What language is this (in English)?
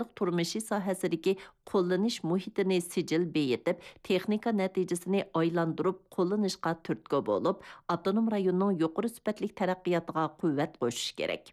Uyghur